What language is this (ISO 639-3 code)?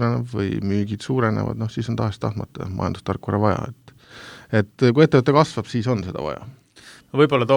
est